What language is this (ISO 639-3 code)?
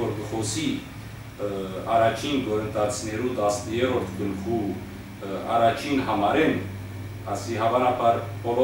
hyw